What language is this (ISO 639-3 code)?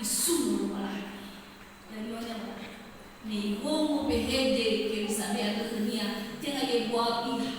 nia